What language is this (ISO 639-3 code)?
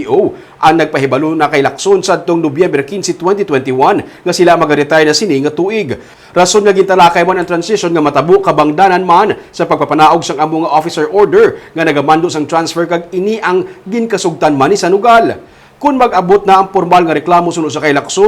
hil